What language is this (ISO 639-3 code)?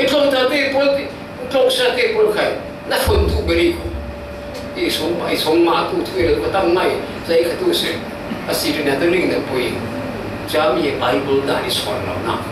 cfm